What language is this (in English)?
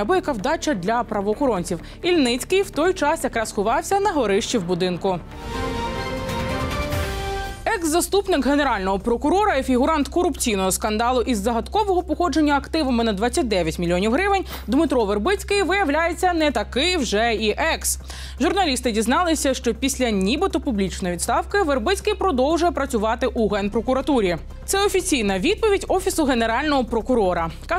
Ukrainian